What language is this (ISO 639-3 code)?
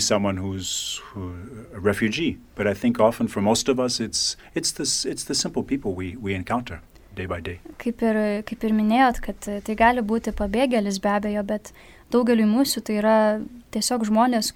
lit